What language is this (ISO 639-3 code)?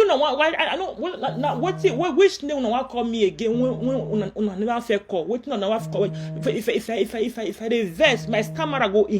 pcm